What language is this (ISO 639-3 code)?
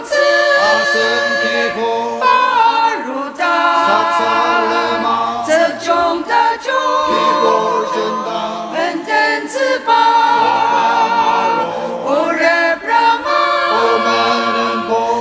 njo